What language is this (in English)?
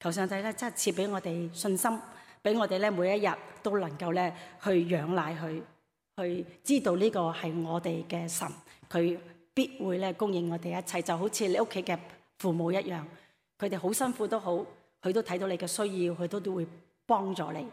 Cantonese